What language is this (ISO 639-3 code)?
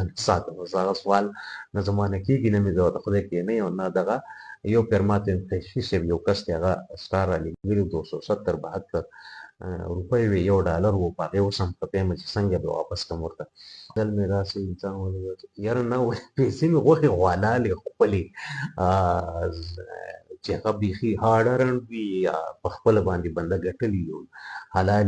pus